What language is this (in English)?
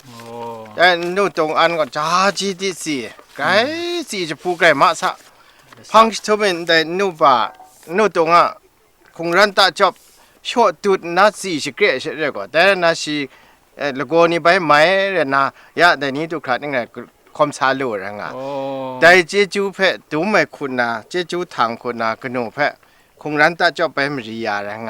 Kachin